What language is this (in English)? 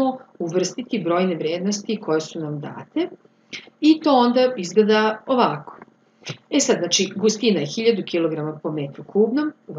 Serbian